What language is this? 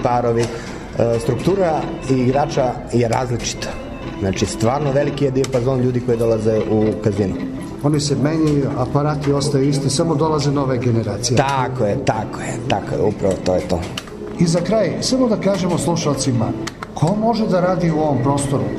Serbian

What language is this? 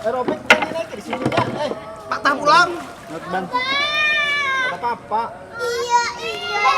Banjar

